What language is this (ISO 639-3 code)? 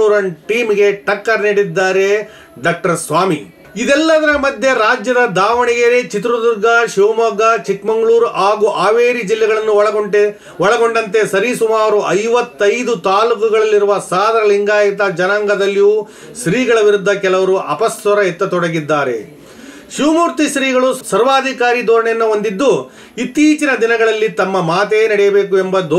kan